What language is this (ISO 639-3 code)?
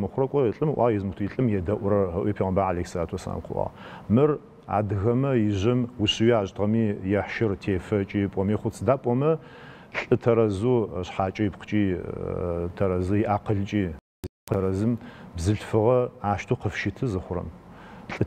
ady